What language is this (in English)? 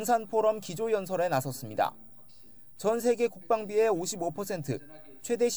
Korean